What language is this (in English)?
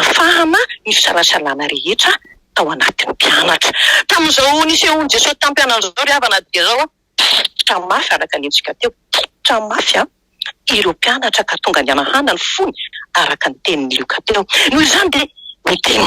Malagasy